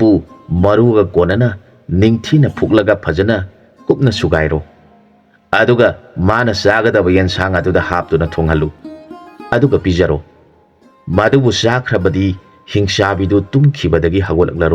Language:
Manipuri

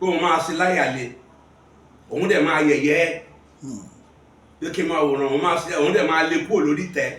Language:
Yoruba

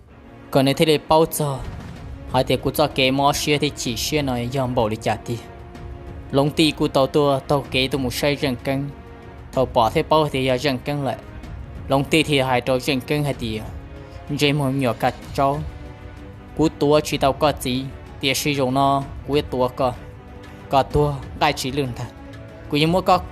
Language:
Hmong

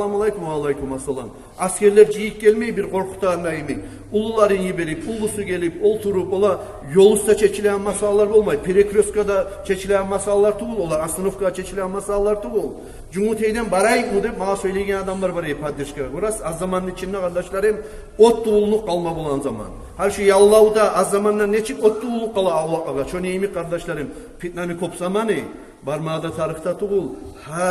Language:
Kumyk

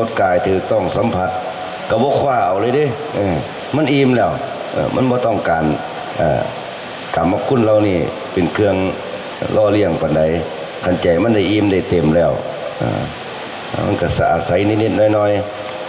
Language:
Lao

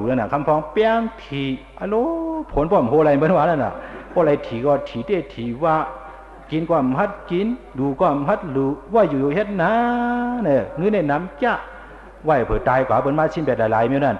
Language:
Shan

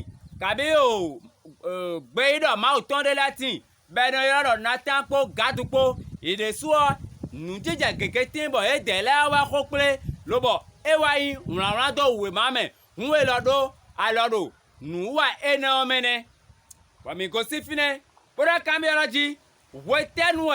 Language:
Fon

